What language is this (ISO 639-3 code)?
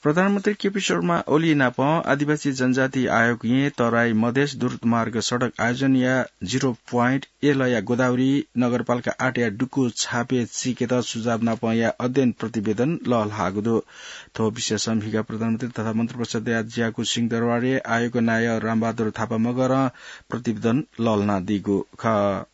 new